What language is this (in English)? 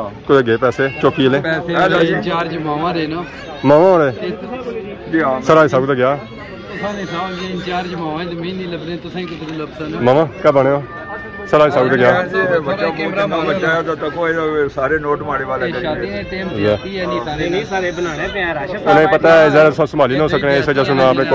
Pahari-Potwari